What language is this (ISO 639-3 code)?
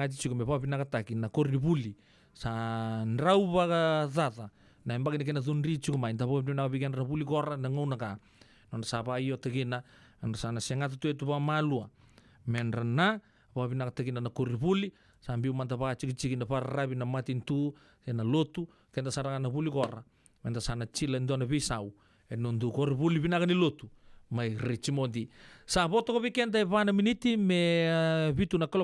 fij